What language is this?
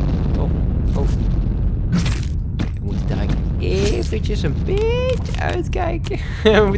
Dutch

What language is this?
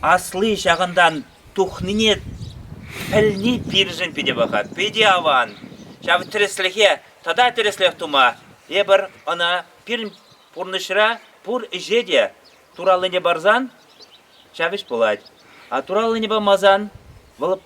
Chuvash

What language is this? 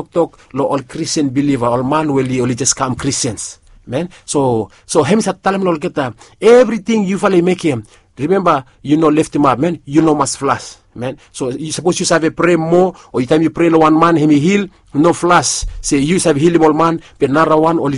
Bislama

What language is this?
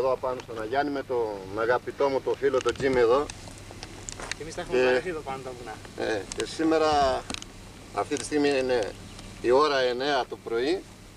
Greek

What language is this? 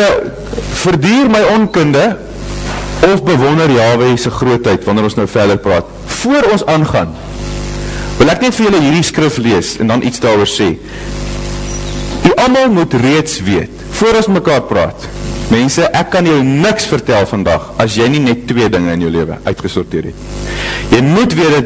Afrikaans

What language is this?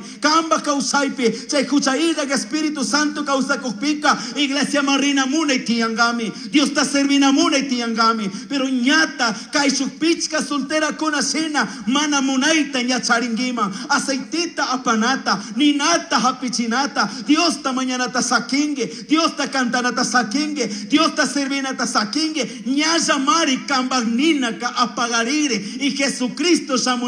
Chimborazo Highland Quichua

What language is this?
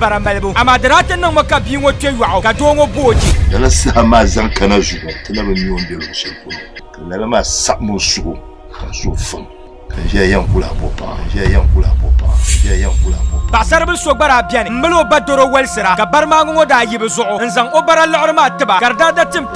Dagbani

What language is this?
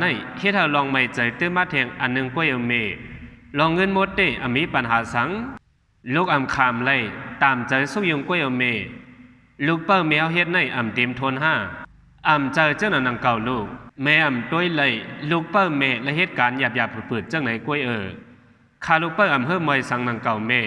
Shan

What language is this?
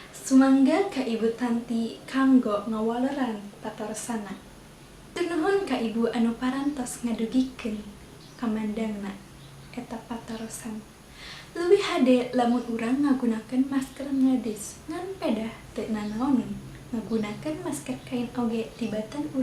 Sundanese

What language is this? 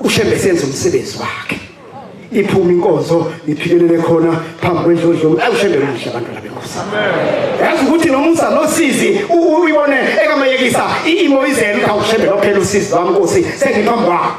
Zulu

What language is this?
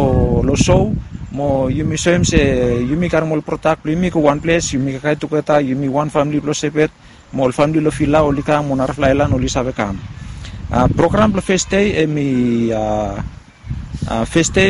Bislama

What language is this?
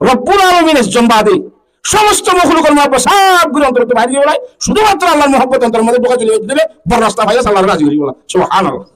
Rohingya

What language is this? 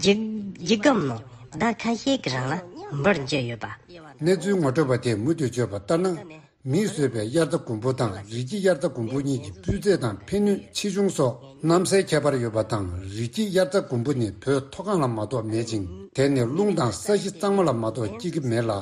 Tibetan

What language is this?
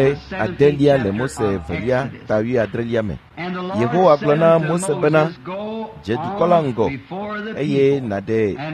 Ewe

